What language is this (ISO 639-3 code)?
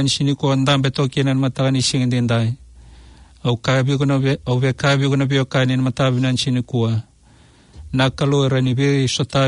fij